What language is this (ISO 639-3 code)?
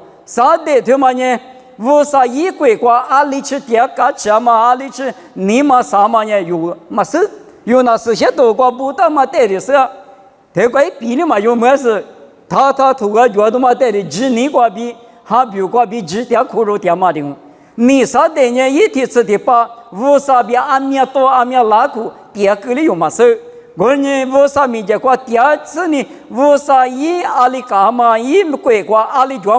lis